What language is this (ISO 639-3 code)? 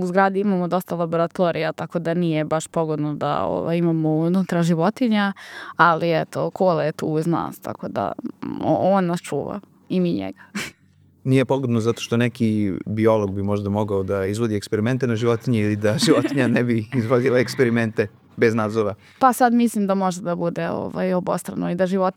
srp